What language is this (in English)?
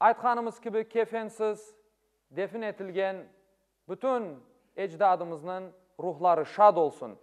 Crimean Tatar